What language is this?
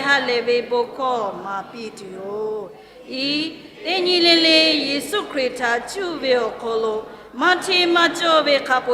Lahu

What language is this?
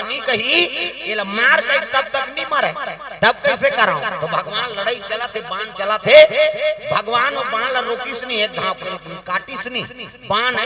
Chhattisgarhi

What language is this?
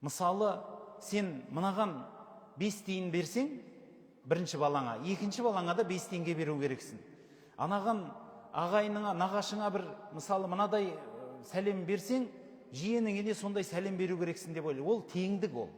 Kazakh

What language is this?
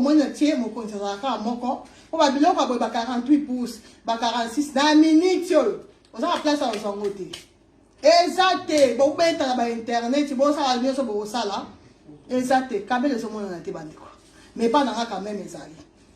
Lingala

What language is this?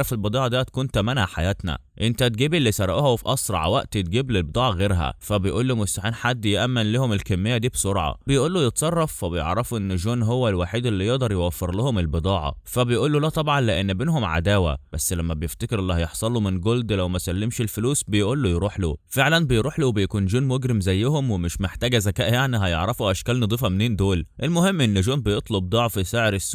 Egyptian Arabic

